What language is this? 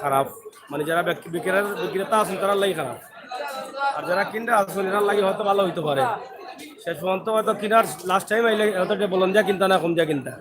Sylheti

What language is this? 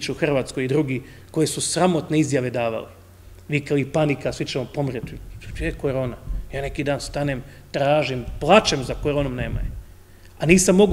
Croatian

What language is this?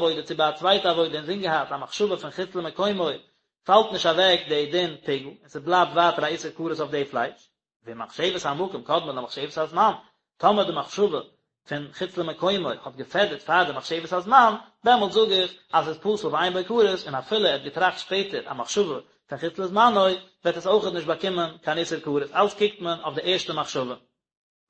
Yiddish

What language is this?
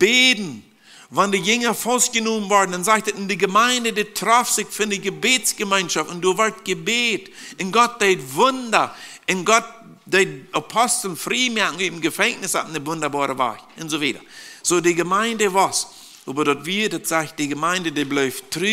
Plautdietsch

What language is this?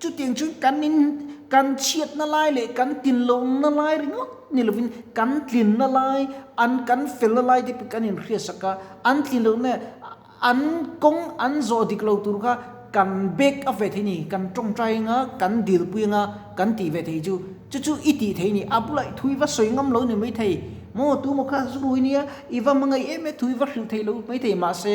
Mizo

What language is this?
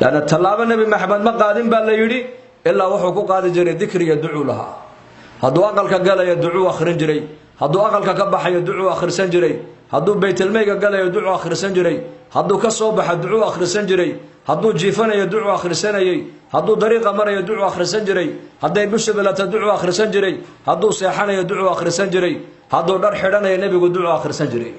Somali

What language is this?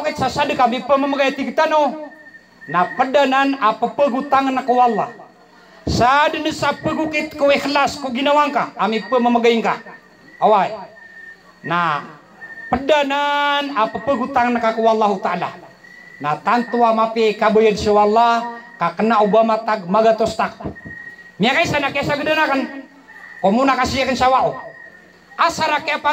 Maranao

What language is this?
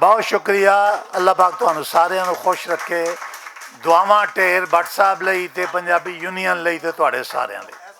Western Panjabi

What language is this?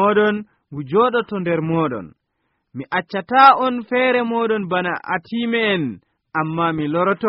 Nigerian Fulfulde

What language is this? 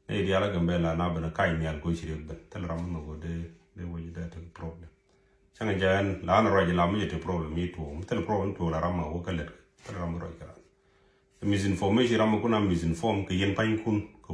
Nuer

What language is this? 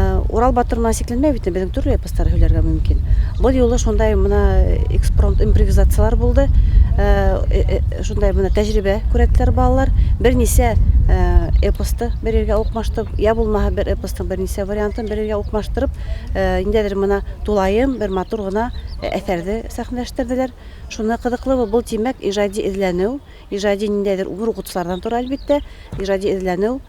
Bashkir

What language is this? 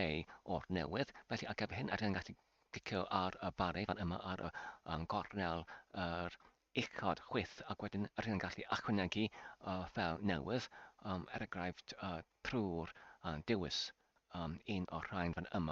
Welsh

